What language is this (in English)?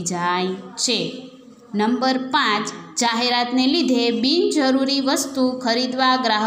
Gujarati